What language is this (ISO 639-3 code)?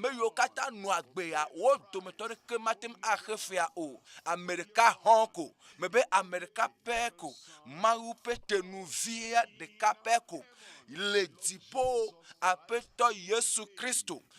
ewe